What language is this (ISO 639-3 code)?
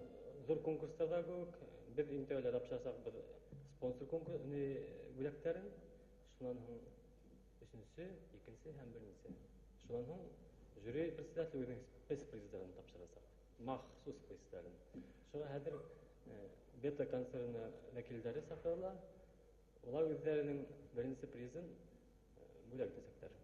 bak